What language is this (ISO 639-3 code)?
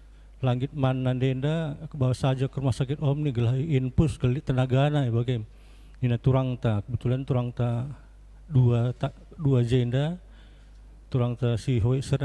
btx